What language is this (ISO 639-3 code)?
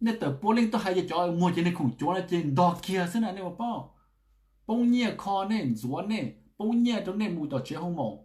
hmn